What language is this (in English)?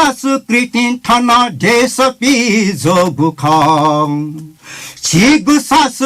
Newari